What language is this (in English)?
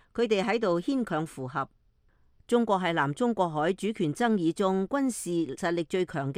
Cantonese